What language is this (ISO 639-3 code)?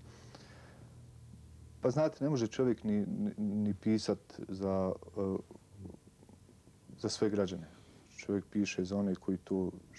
bos